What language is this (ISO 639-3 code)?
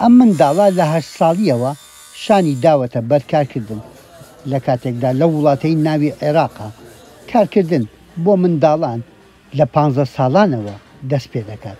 ckb